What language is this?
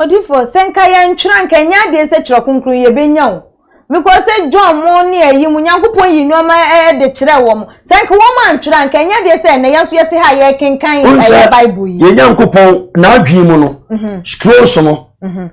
Akan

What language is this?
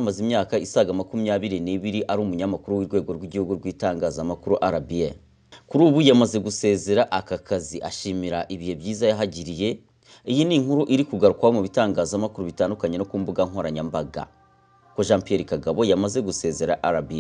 Kinyarwanda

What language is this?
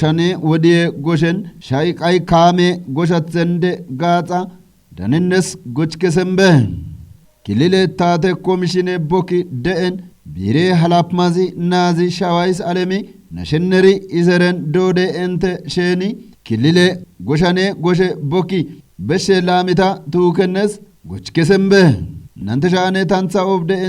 Kafa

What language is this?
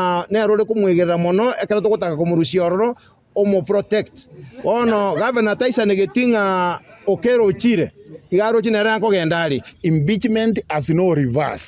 Gusii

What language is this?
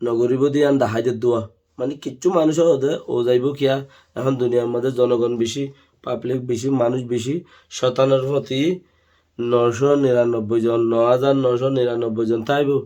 Rohingya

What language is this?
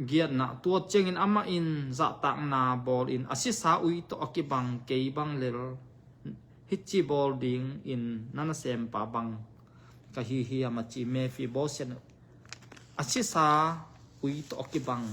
Tedim Chin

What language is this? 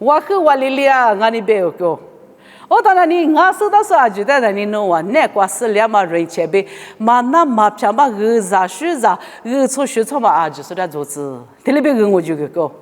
Lisu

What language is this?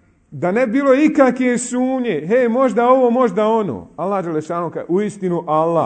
Bosnian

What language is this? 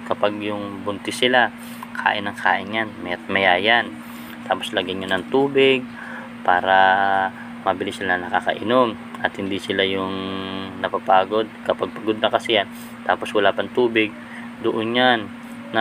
Filipino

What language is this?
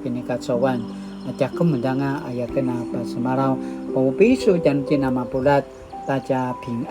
Paiwan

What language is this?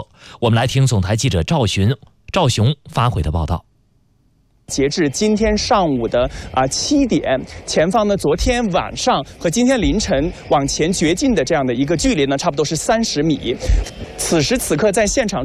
Chinese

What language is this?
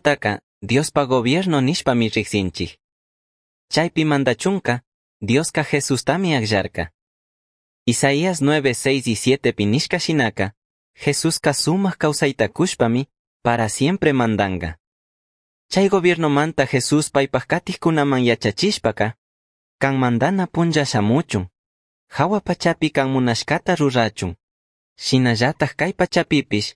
Chimborazo Highland Quichua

